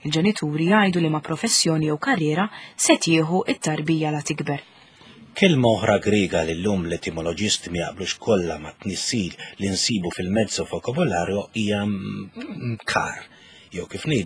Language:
Maltese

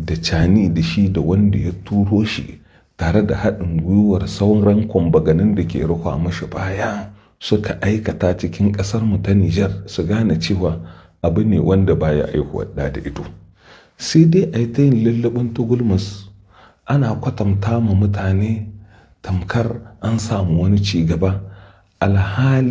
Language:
Hausa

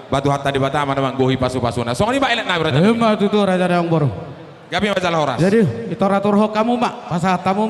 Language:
Batak Toba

